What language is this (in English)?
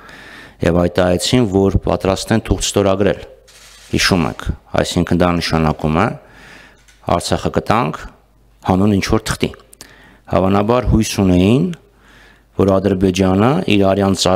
Armenian